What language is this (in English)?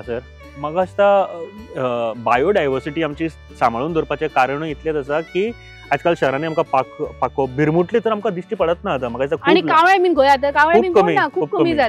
Konkani